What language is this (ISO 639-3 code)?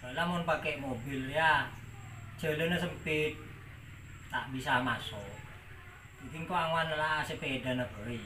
mad